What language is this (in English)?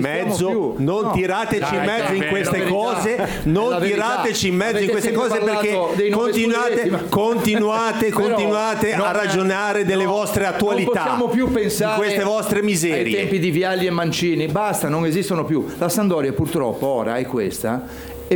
Italian